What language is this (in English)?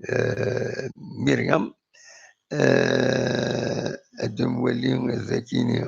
Kabyle